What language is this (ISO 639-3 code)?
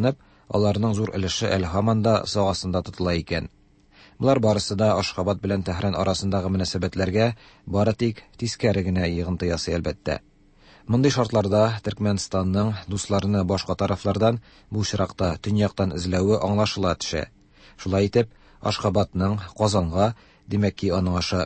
tat